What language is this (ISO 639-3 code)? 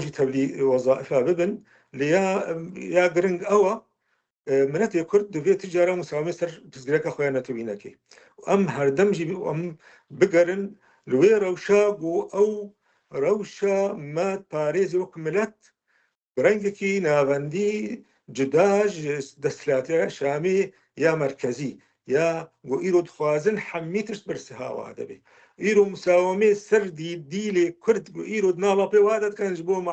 kur